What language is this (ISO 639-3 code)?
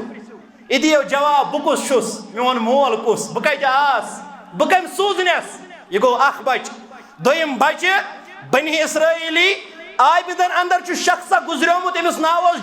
kas